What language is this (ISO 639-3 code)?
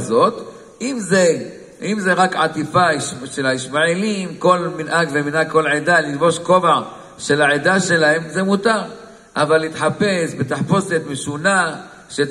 heb